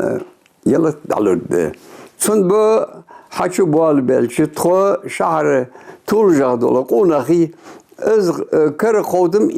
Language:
Ingush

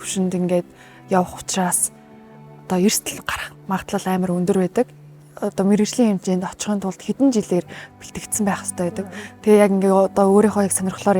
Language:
Mongolian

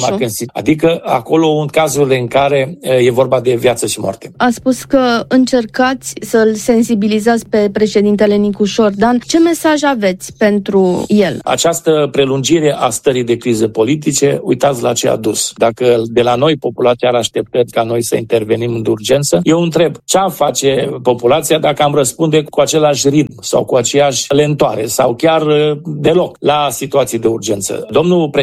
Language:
Romanian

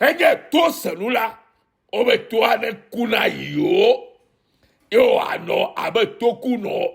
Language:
Ewe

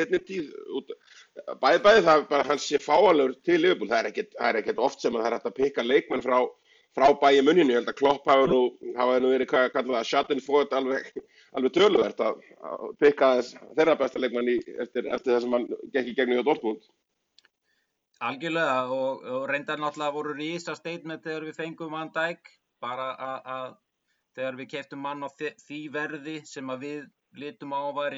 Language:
Icelandic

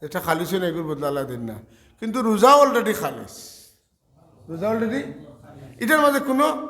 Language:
Sylheti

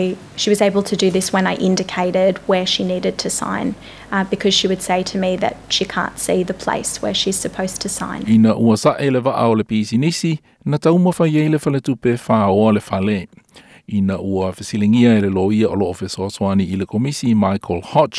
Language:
Samoan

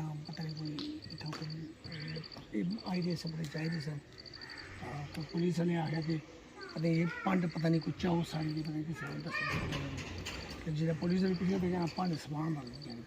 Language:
Pahari-Potwari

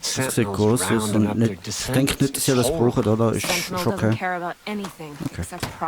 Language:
Swiss German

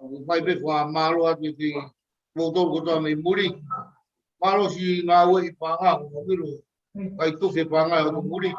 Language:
Tongan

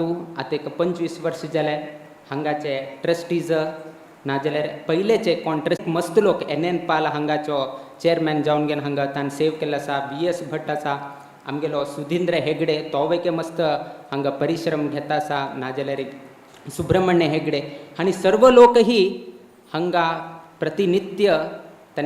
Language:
Konkani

